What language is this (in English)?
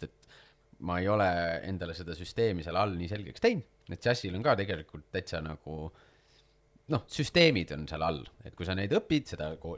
Estonian